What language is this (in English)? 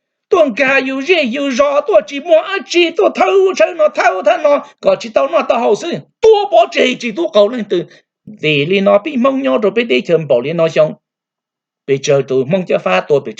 Hmong